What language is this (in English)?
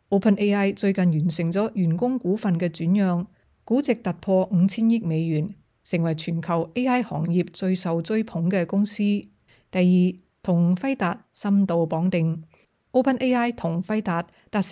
Cantonese